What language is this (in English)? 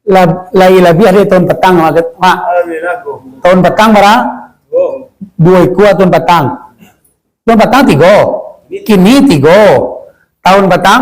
Minangkabau